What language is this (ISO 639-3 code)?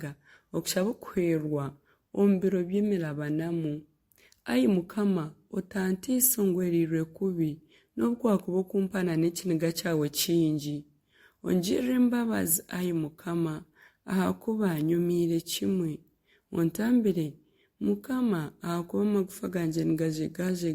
nyn